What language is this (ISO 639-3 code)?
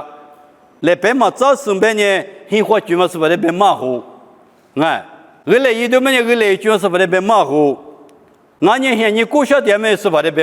lis